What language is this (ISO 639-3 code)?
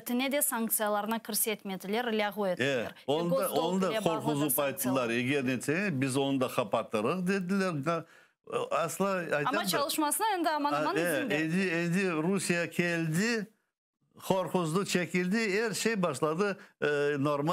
crh